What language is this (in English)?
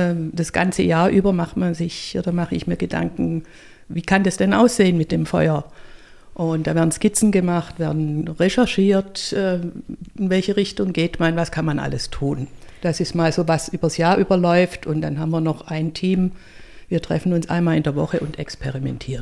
German